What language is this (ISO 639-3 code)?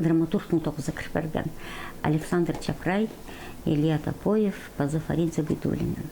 kjh